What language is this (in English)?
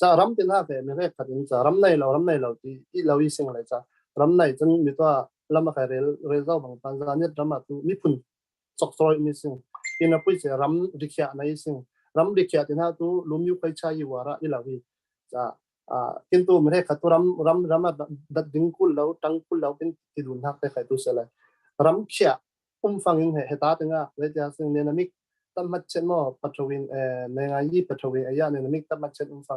Falam Chin